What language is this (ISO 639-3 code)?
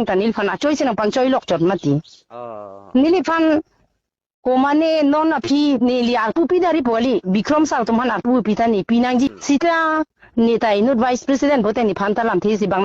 mjw